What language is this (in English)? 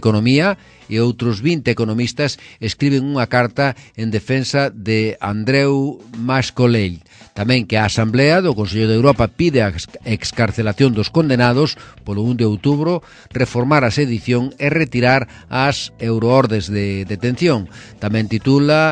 Galician